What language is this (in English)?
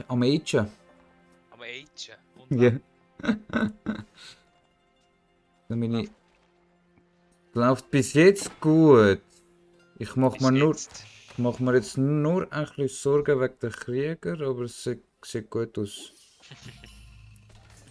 German